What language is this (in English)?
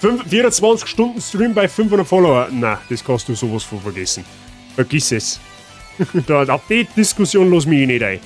Bavarian